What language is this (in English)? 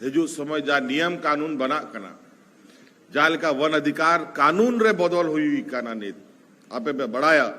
Santali